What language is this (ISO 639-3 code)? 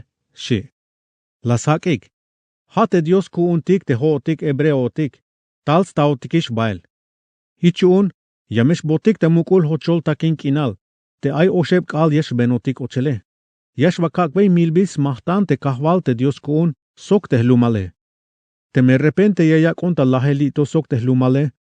tzh